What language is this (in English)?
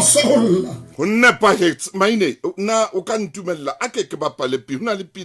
Southern Sotho